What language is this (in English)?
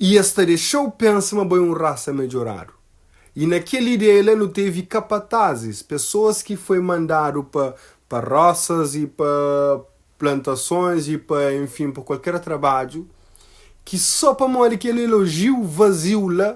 Kabuverdianu